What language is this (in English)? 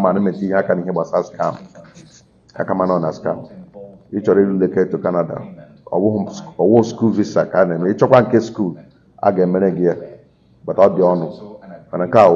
Igbo